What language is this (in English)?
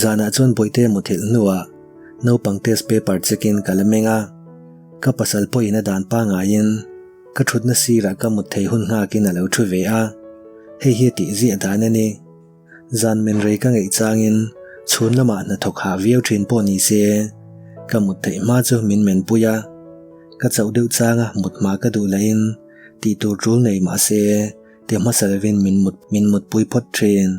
Mizo